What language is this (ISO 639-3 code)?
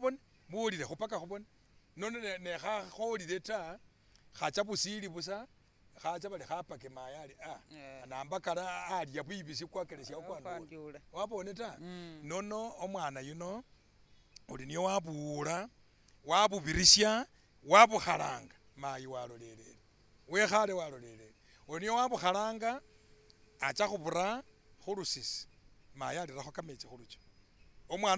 myx